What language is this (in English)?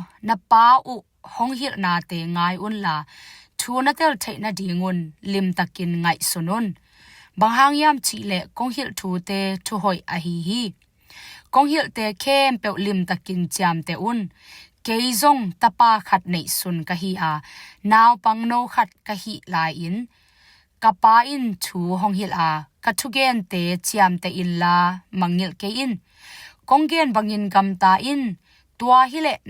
Tedim Chin